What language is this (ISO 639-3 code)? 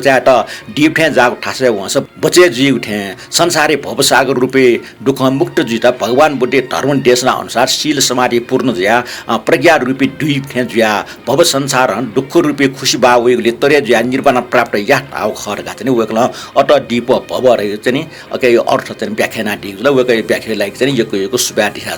new